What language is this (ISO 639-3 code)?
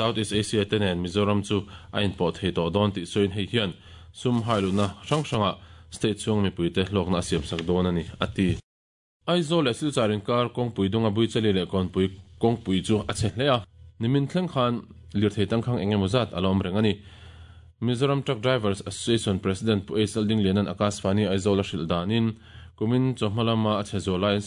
lus